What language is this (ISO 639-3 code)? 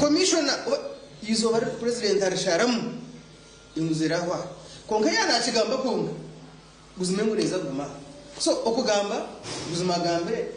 nyn